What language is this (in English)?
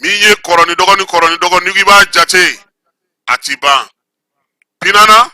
Bambara